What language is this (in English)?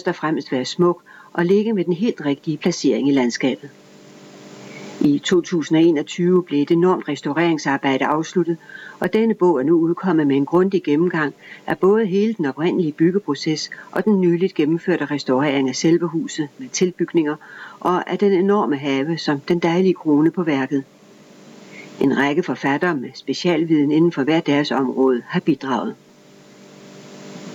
Danish